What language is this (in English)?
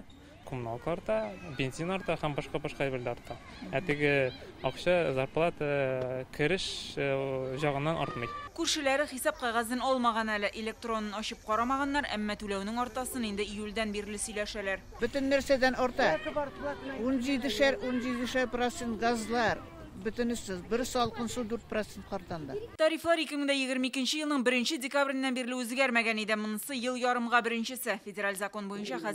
Tatar